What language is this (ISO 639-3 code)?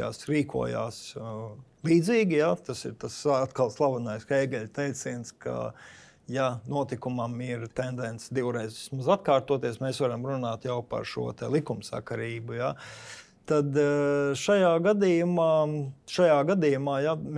lav